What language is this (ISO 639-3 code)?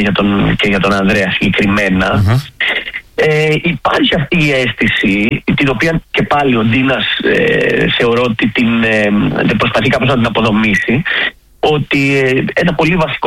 ell